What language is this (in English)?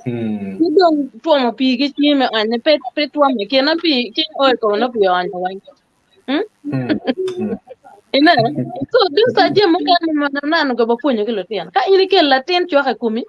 Acoli